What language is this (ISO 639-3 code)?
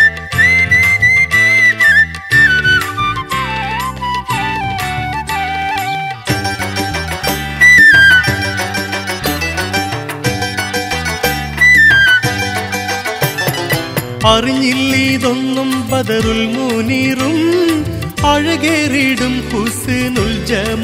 mal